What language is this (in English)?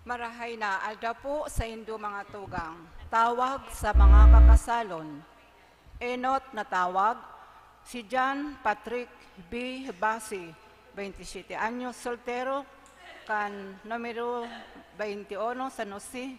Bikol